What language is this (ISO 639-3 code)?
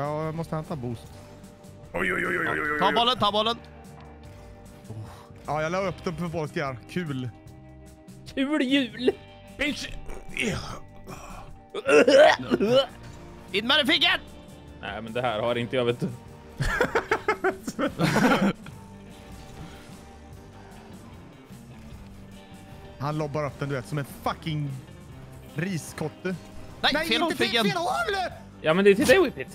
swe